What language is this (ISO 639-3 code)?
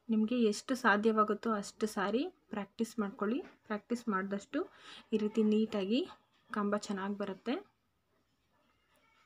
kan